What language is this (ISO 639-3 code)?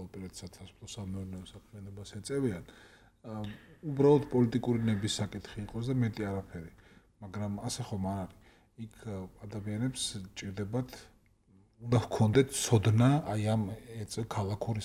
kat